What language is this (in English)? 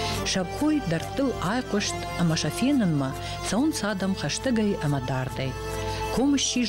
Ossetic